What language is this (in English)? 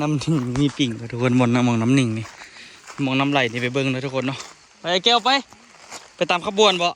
Lao